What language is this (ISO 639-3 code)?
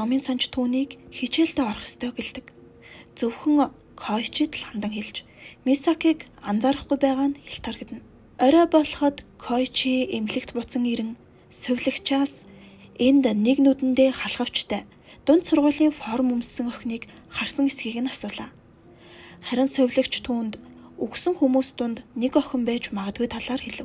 mon